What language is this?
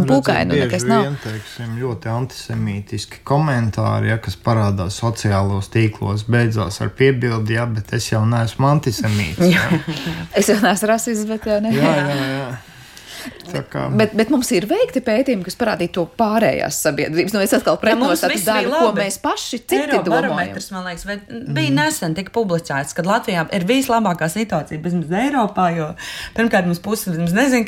Latvian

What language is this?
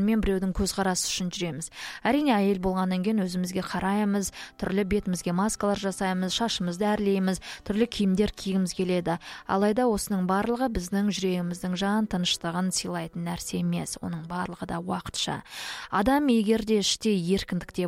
Kazakh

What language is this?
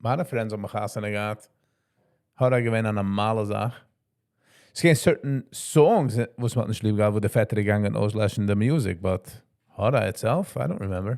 Yiddish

